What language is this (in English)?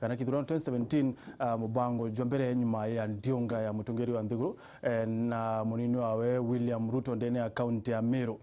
Meru